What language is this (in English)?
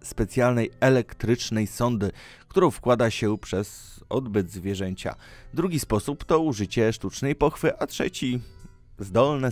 Polish